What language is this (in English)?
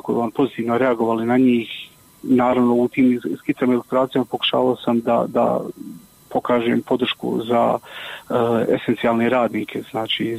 Serbian